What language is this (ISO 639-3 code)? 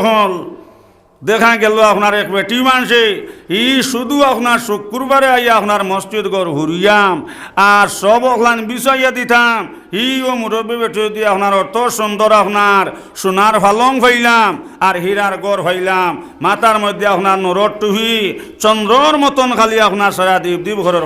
syl